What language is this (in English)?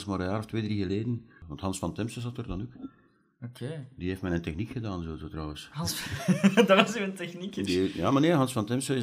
Dutch